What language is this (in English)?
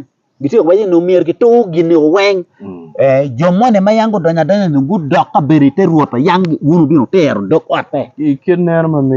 Acoli